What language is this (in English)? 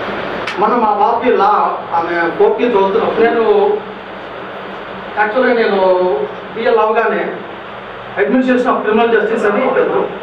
Telugu